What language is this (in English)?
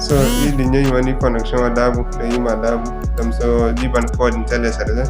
Zarma